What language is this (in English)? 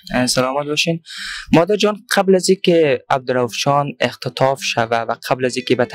Persian